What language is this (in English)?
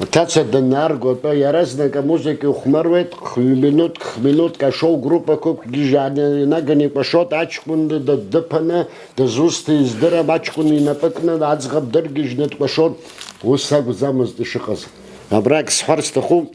Abkhazian